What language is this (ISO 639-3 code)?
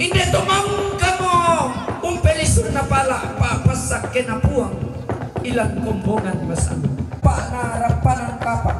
sda